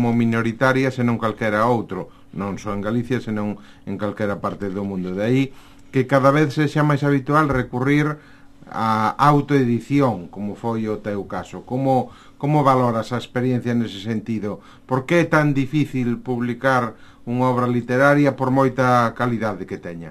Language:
Galician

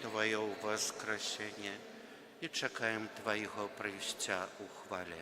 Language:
Belarusian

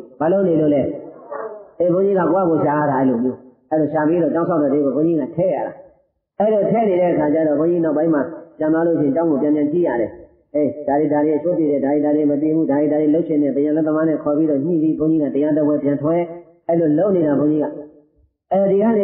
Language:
Burmese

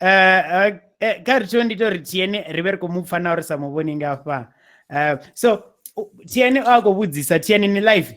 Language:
Venda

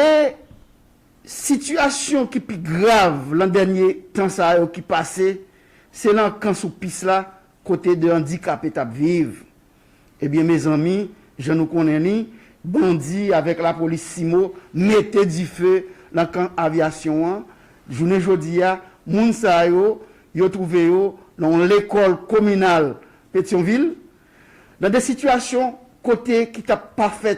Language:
Haitian Creole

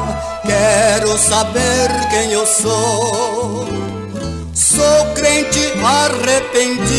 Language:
Portuguese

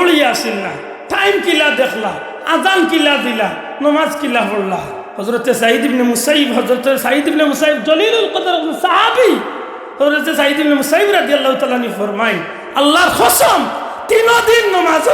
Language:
Sylheti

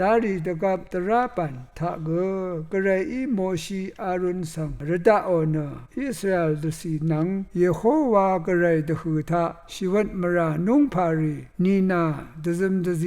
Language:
Rawang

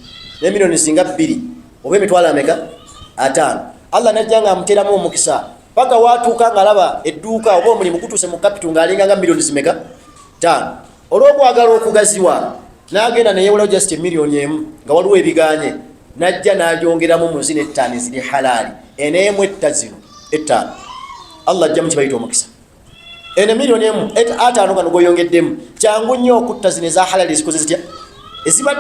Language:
Ganda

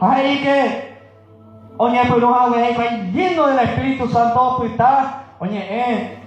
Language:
Guarani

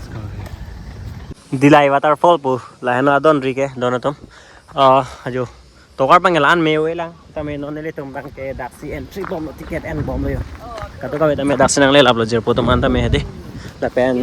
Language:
Karbi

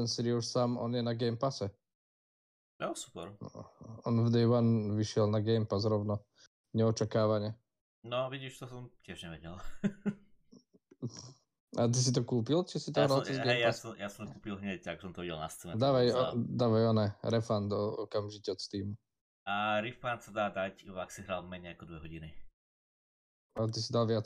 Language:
Slovak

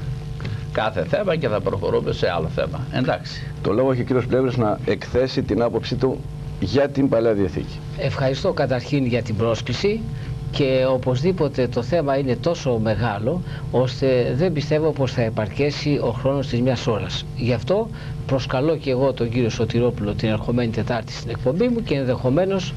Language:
Greek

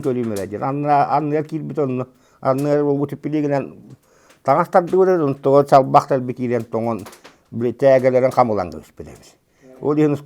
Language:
Yakut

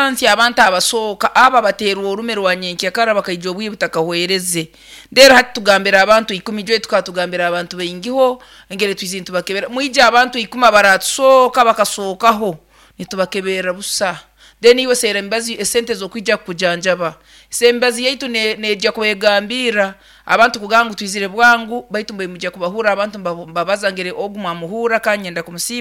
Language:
Nyoro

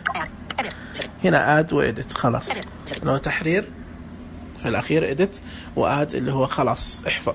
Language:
Najdi Arabic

